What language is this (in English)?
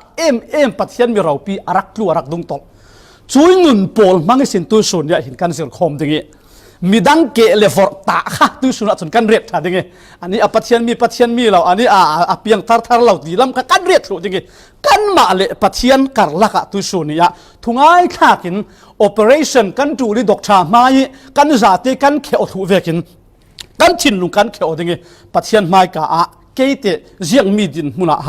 Falam Chin